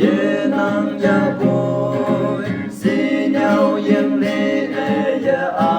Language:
Naga Pidgin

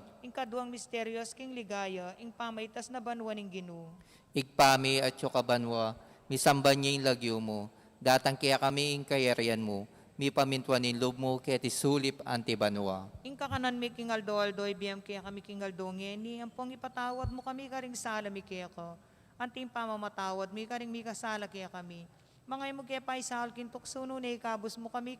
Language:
Pampanga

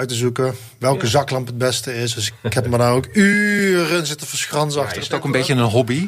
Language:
Dutch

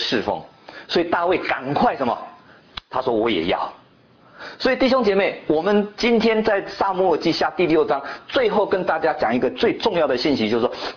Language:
Chinese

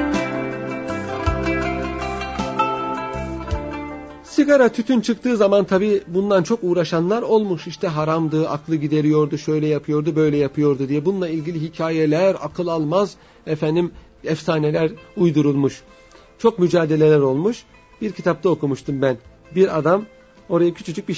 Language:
Turkish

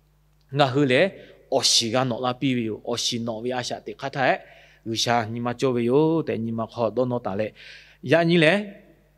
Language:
Lahu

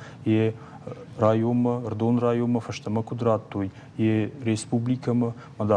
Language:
Ossetic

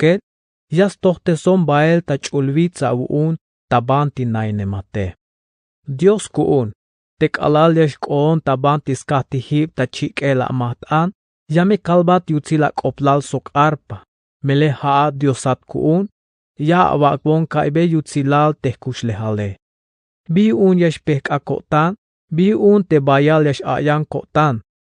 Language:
Tzeltal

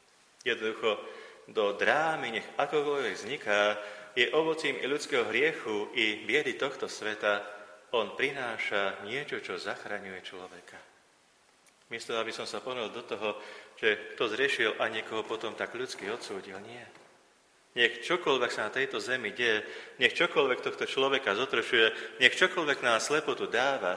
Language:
Slovak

